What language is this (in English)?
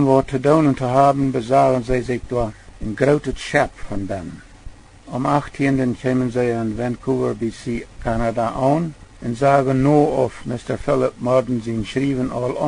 Plautdietsch